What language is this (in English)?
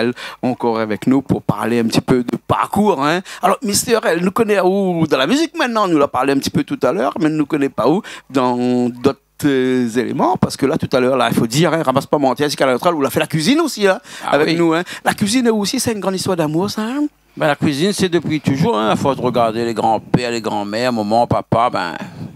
Réunion Creole French